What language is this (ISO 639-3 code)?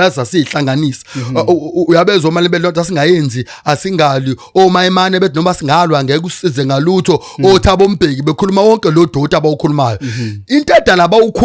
zul